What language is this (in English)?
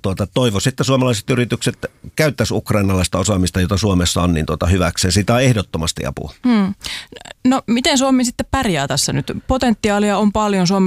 Finnish